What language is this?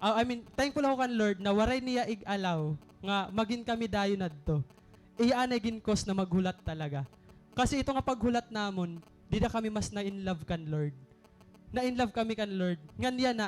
Waray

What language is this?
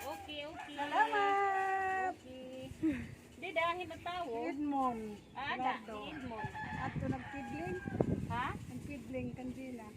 Waray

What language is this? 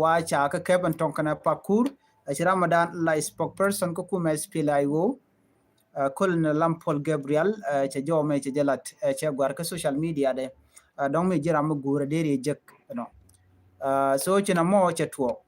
Nuer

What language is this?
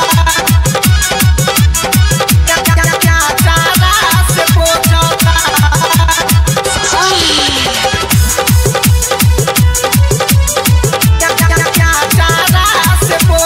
Bhojpuri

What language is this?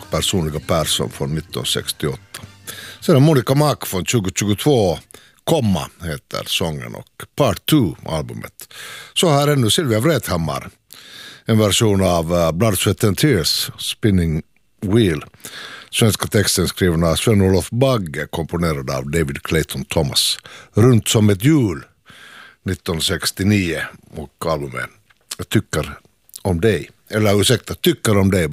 Swedish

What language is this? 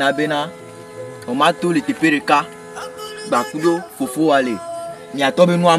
Ewe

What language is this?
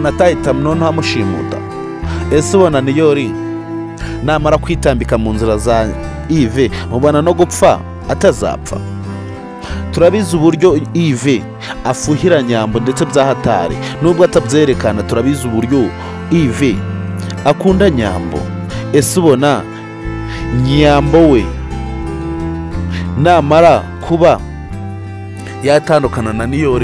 Kinyarwanda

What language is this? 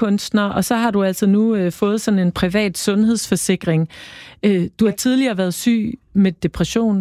Danish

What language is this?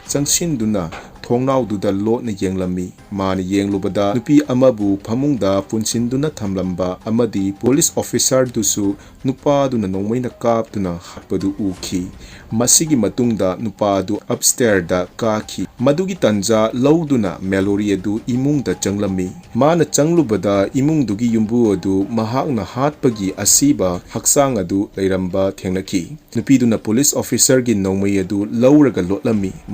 Manipuri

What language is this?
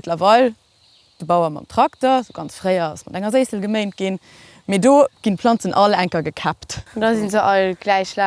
Luxembourgish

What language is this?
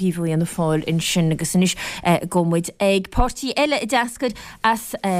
Irish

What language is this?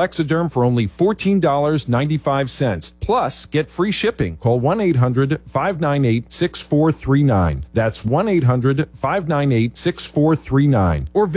English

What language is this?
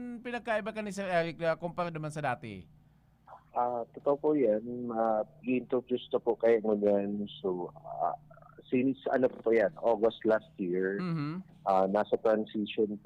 Bikol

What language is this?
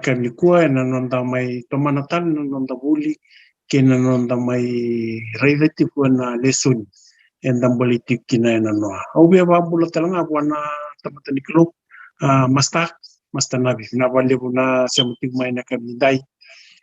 Fijian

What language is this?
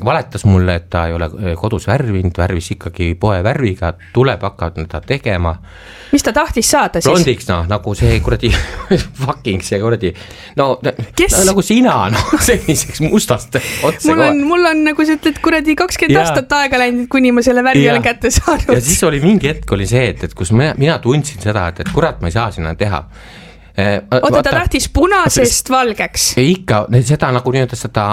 Estonian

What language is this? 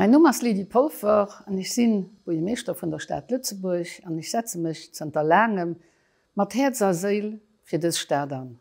Luxembourgish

